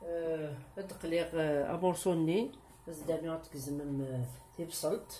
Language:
Kabyle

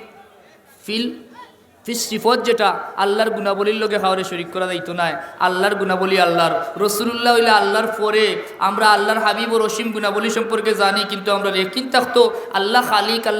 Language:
Sylheti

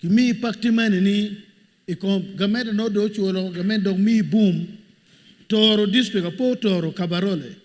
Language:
Acoli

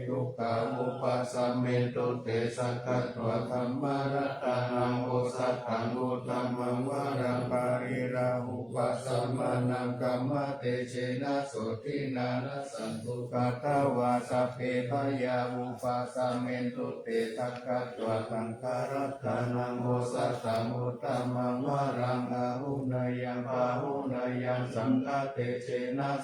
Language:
Pali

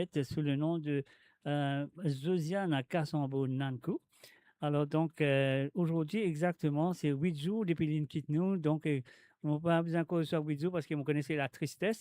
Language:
Morisyen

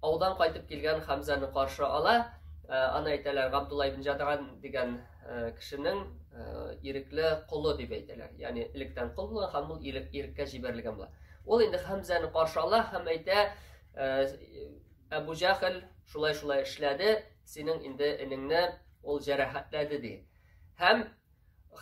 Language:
Tatar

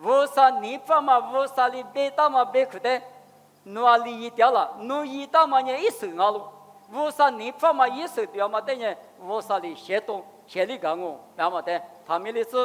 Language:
Lisu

